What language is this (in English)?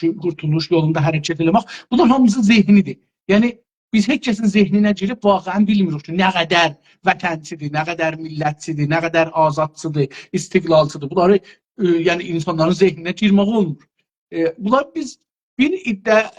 South Azerbaijani